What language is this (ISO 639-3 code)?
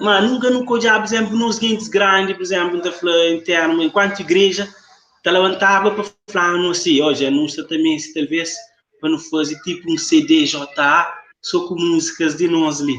kea